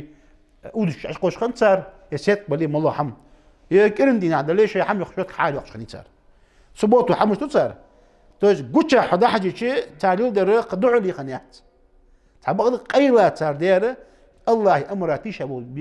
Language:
Ingush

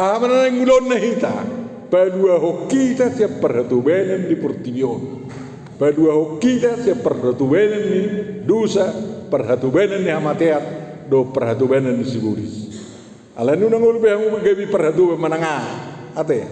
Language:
Batak Toba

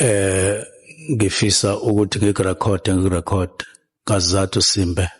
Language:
Zulu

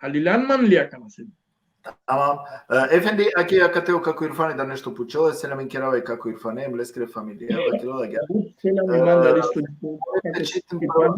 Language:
Balkan Romani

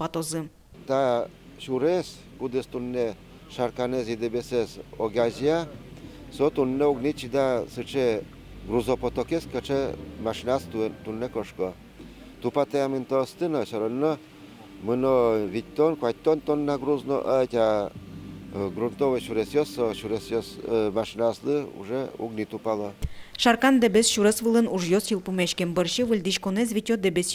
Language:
Udmurt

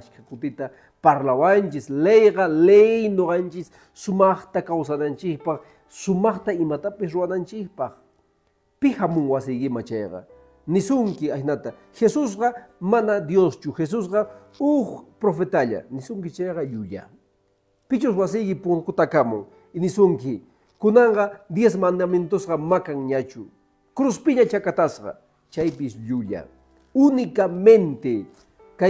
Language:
Quechua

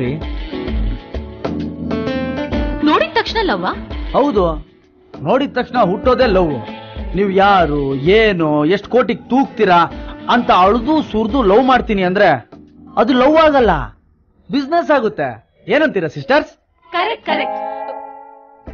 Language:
Kannada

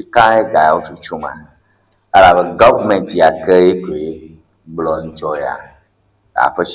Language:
Ewe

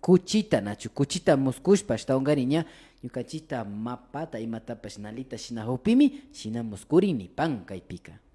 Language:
Imbabura Highland Quichua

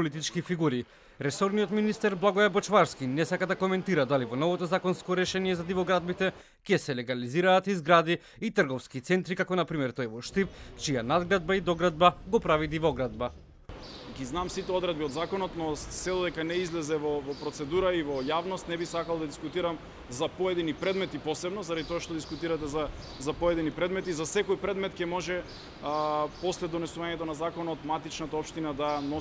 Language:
Macedonian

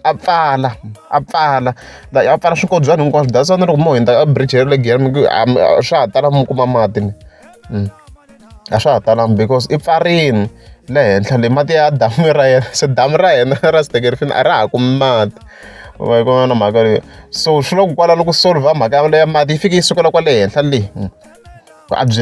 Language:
Tsonga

